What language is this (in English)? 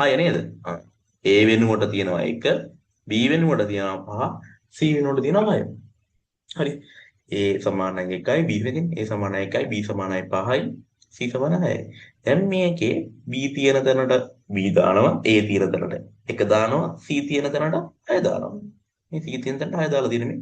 Sinhala